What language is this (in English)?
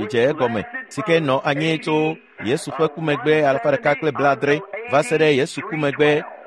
Ewe